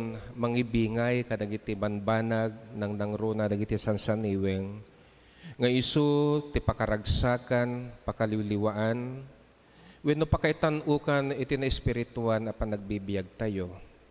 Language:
Iloko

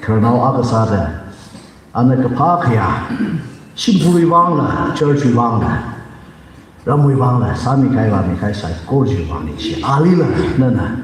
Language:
Tangkhul Naga (India)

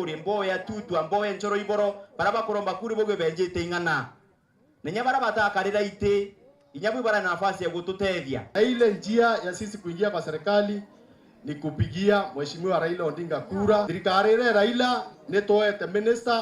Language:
Meru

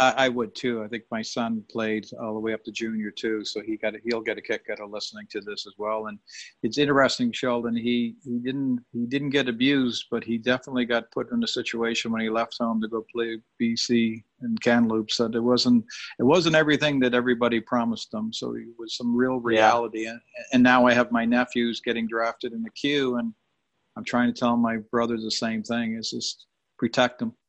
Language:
English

